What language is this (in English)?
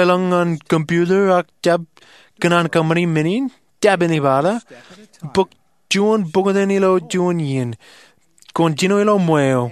Marshallese